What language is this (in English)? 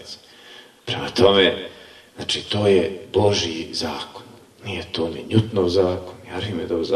Bosnian